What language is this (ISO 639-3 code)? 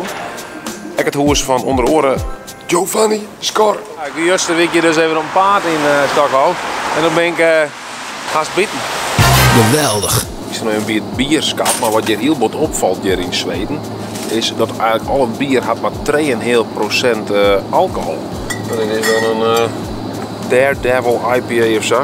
fry